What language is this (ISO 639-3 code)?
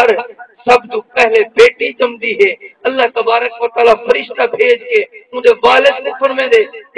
skr